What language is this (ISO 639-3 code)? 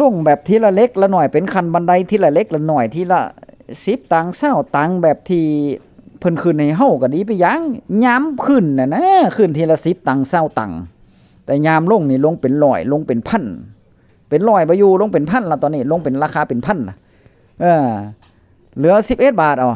tts